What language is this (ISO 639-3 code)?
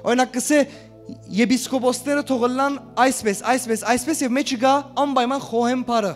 hyw